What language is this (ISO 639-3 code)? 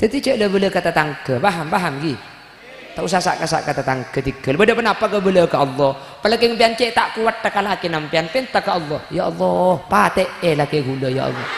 mad